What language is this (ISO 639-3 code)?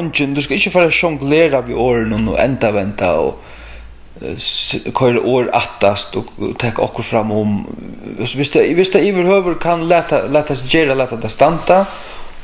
fao